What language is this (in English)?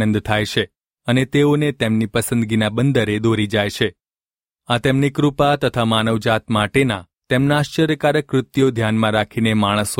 Gujarati